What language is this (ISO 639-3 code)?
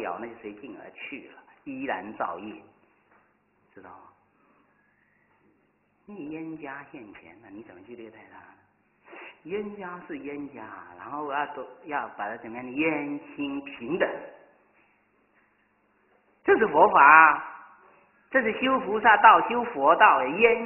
zho